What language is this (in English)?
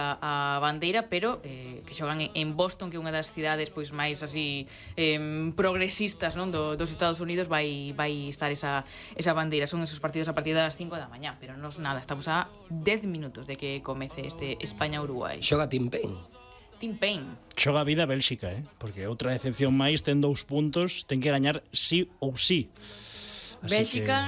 Galician